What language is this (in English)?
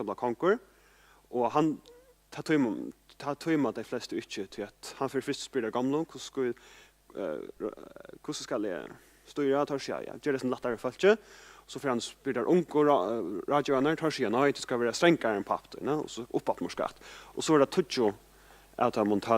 Faroese